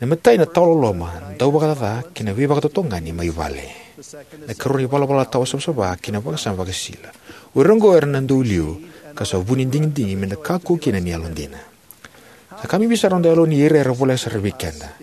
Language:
Fijian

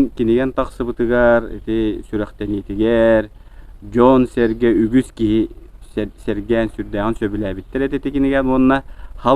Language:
Yakut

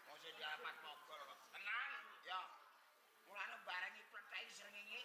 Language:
Javanese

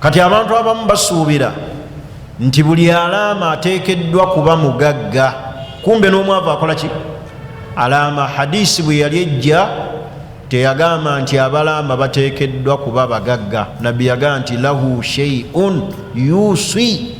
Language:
Ganda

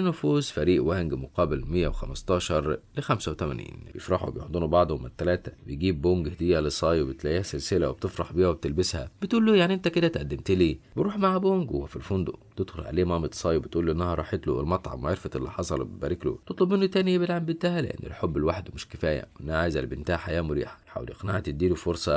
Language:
Egyptian Arabic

